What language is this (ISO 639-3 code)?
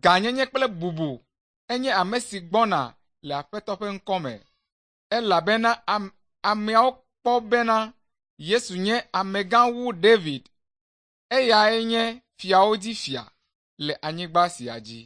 ewe